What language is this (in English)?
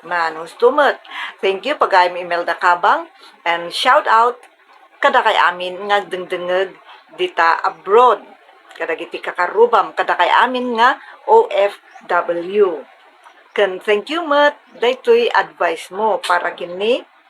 Iloko